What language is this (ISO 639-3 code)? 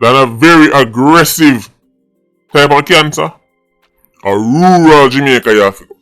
jam